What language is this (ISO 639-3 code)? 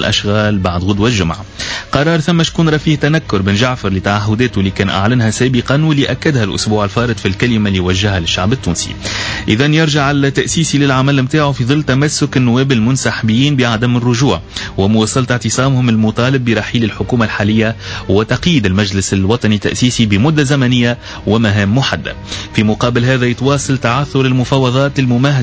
aeb